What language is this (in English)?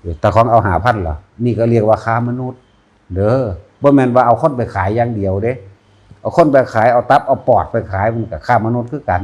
Lao